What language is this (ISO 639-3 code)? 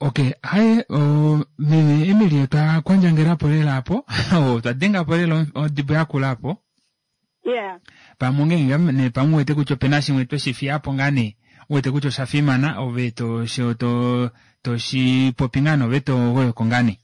kua